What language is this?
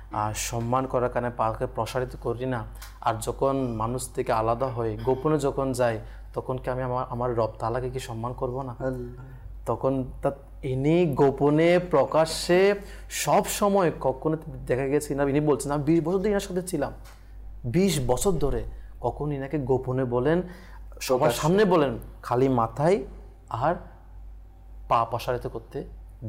Bangla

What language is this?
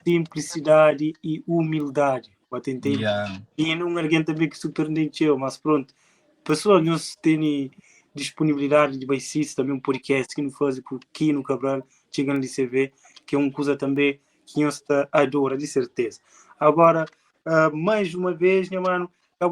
Kabuverdianu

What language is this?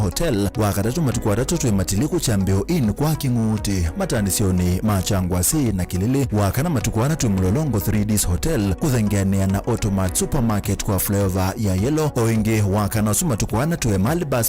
Kamba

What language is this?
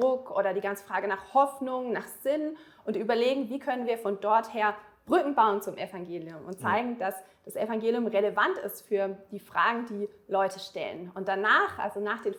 Swiss German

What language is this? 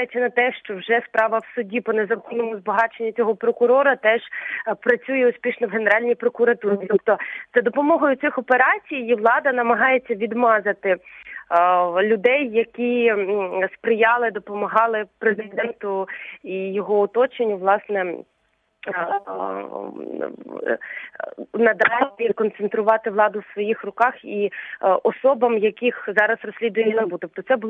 Ukrainian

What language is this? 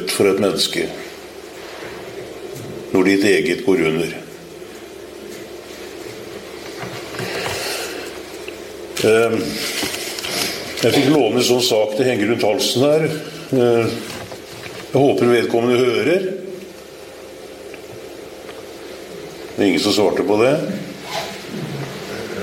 Norwegian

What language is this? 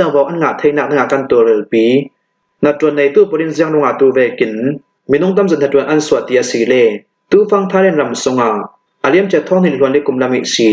Hakha Chin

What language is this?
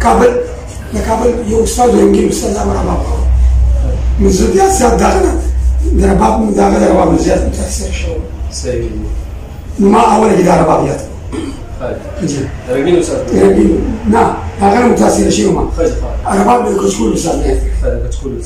Pashto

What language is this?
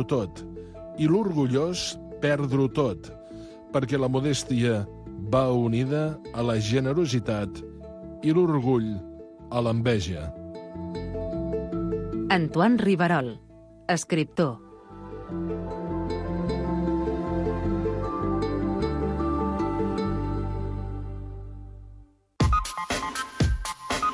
Catalan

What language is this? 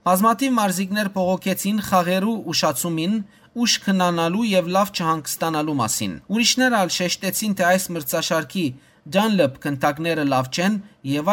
Western Armenian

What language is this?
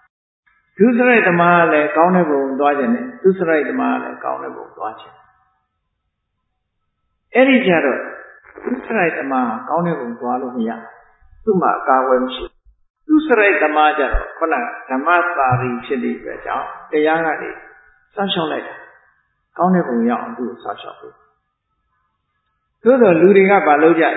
Burmese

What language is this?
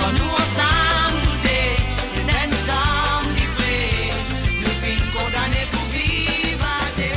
Morisyen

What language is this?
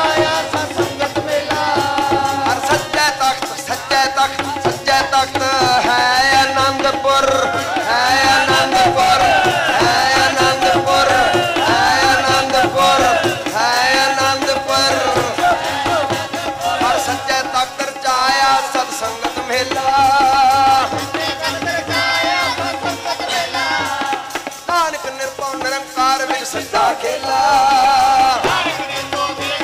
Punjabi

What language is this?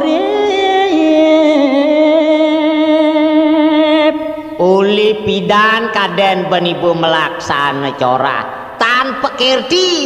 Balinese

